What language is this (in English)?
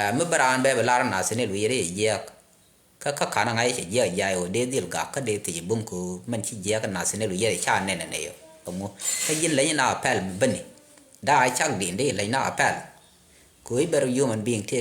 Nuer